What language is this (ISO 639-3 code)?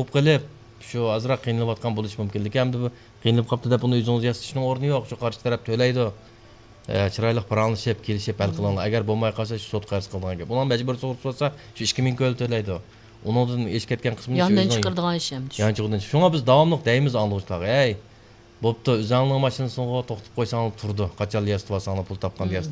uig